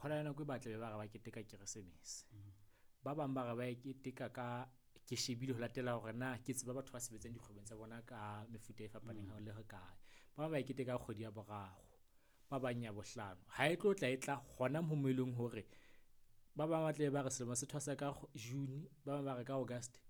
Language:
Southern Sotho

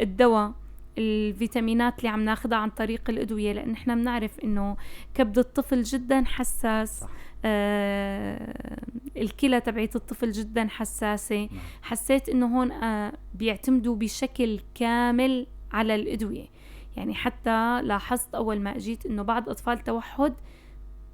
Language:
North Levantine Arabic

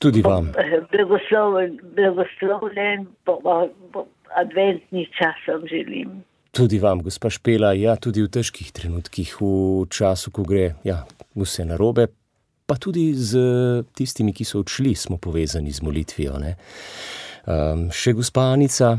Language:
Slovenian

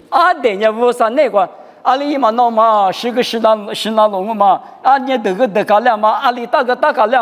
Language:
Lisu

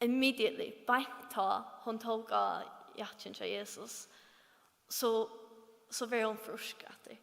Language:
Faroese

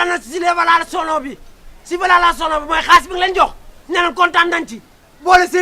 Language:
Wolof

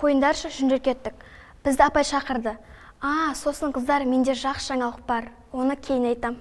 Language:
Kazakh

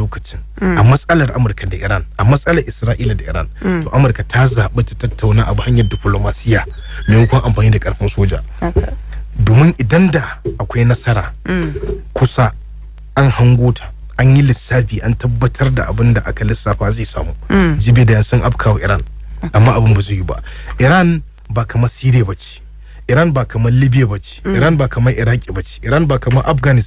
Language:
Hausa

